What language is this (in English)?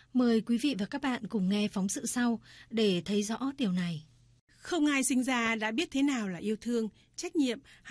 Vietnamese